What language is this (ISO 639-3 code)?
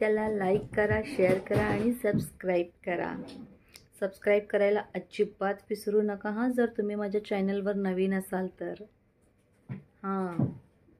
mar